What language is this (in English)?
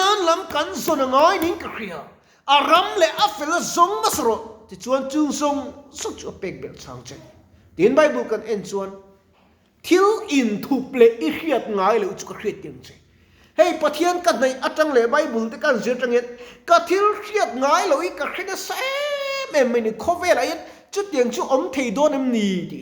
Mizo